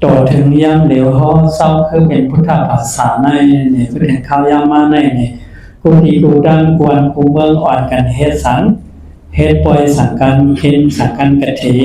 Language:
Shan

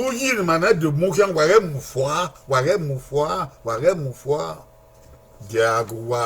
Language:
Bini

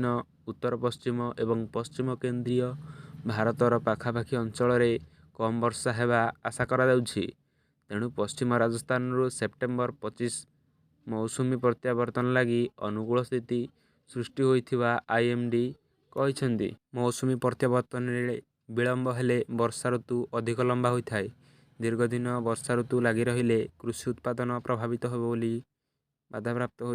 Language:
Odia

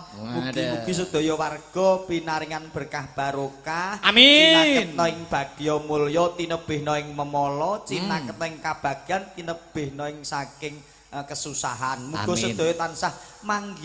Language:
Javanese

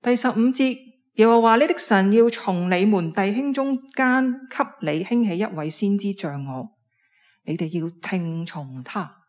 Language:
Cantonese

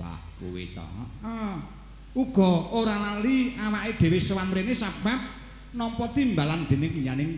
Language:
Javanese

